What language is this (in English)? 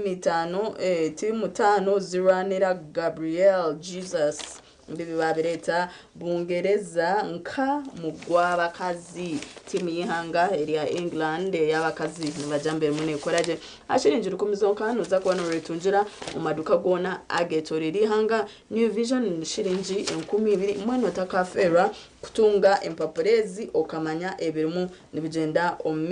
Nyankole